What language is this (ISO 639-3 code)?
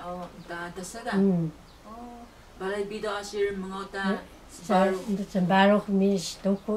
trv